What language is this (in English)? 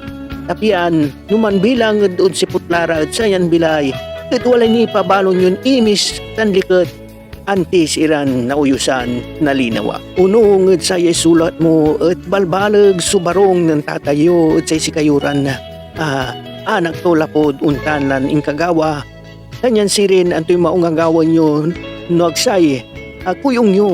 Pangasinan